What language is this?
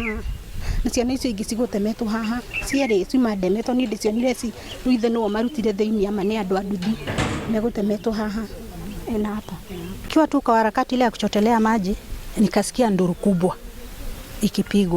Kikuyu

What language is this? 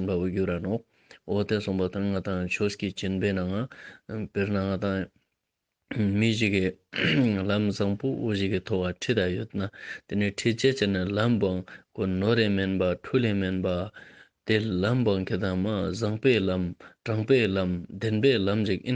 Ladakhi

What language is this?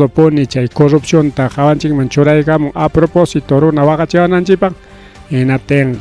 Ayacucho Quechua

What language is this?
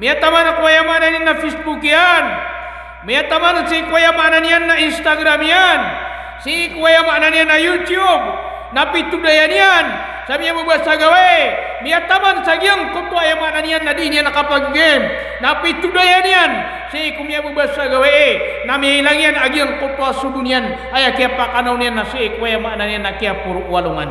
Maranao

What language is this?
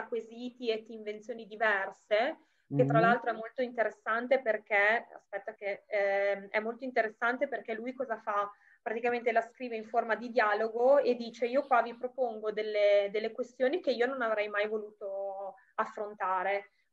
Italian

